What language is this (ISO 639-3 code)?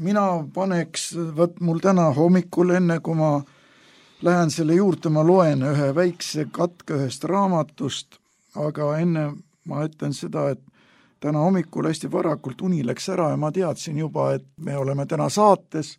est